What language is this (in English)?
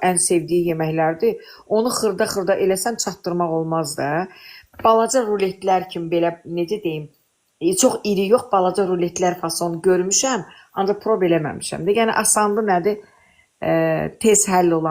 Azerbaijani